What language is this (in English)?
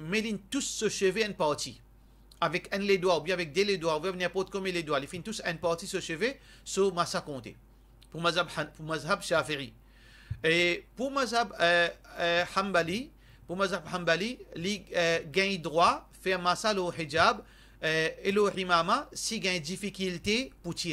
Morisyen